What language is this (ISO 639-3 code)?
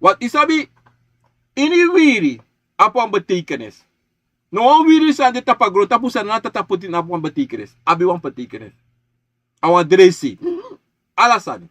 srn